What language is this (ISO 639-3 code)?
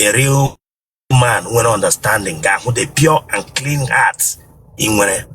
ibo